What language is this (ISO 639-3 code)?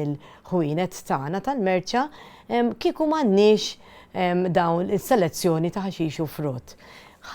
mlt